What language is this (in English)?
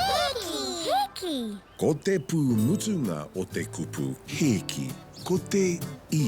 Māori